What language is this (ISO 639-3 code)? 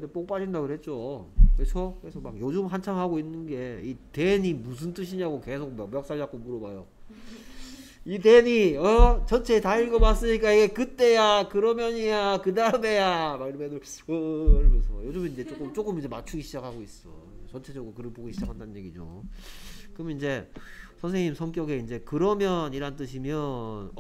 kor